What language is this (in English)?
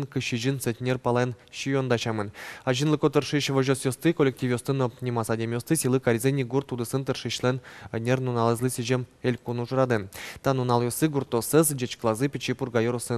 Udmurt